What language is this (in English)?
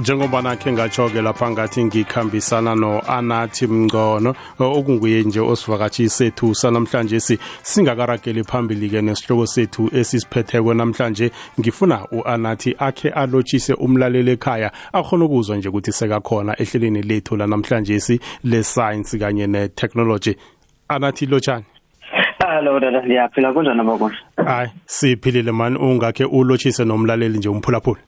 South Ndebele